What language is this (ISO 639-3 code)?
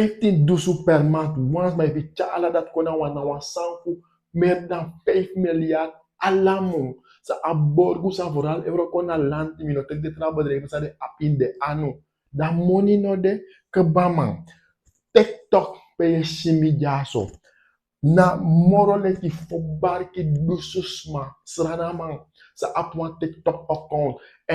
srn